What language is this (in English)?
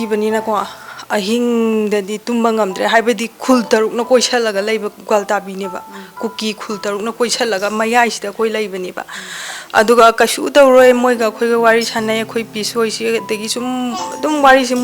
Manipuri